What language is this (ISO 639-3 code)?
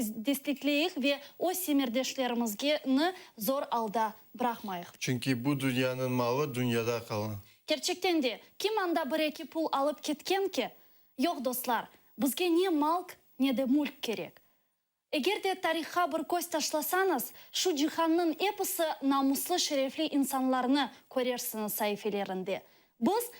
crh